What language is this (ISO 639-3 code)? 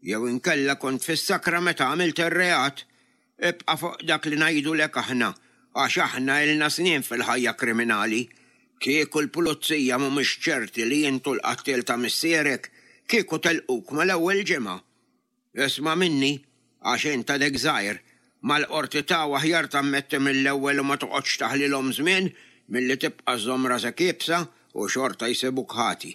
mlt